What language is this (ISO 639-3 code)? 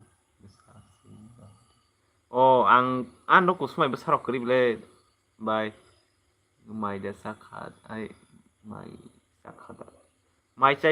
trp